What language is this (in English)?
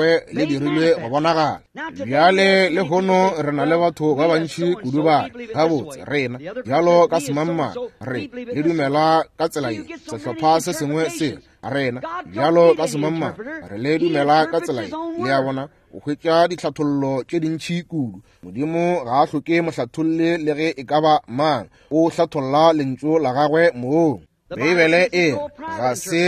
Northern Sotho